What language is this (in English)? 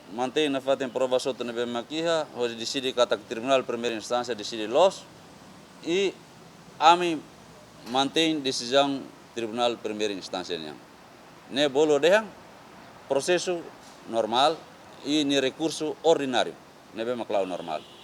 Tetum